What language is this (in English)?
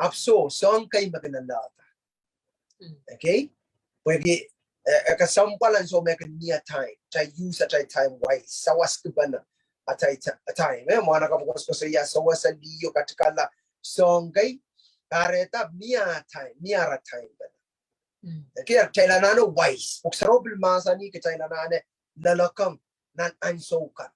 Pohnpeian